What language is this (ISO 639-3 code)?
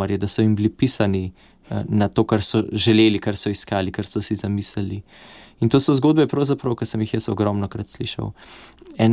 slv